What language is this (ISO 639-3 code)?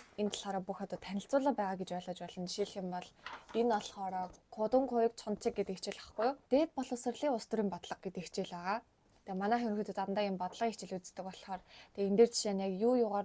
mon